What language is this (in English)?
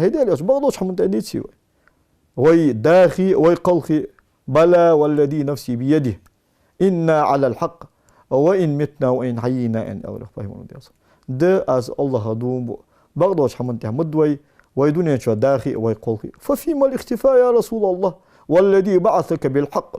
Ingush